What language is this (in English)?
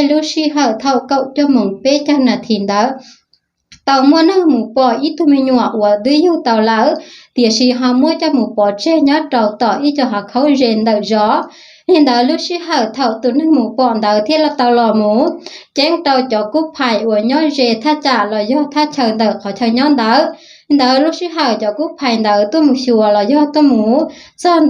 Hmong